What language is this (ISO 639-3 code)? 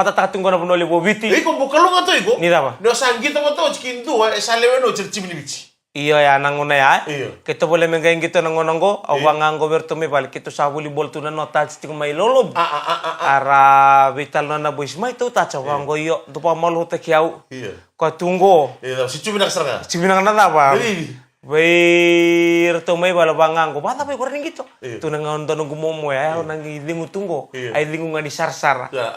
fij